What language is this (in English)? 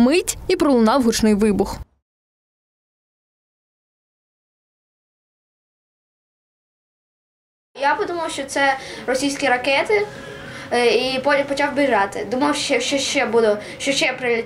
Ukrainian